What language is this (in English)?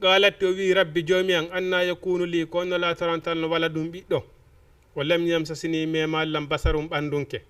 Fula